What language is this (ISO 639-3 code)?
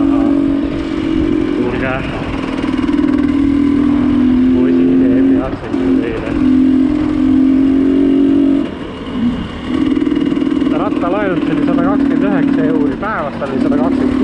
est